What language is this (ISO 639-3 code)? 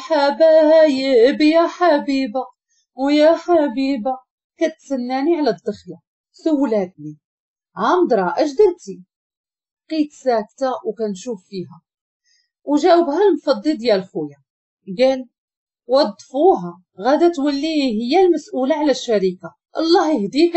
ary